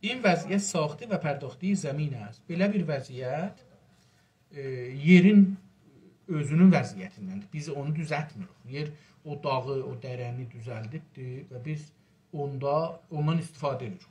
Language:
South Azerbaijani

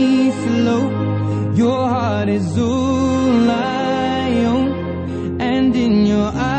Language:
Italian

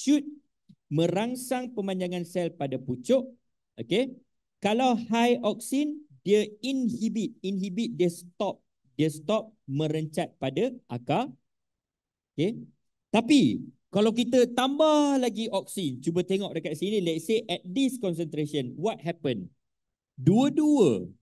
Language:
Malay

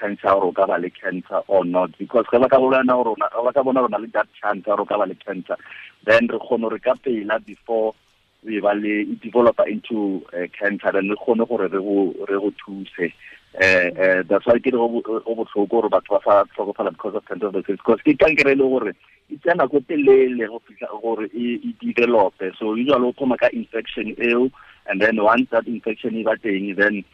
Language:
Tswana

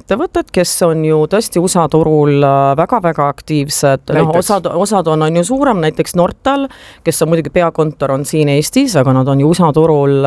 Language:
Estonian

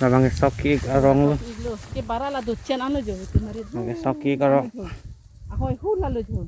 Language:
Karbi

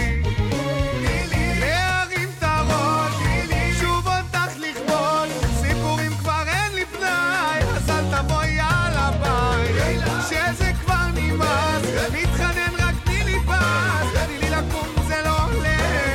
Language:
Hebrew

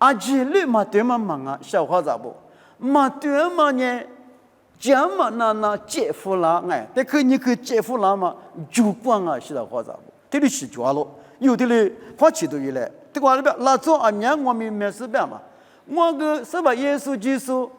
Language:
Lisu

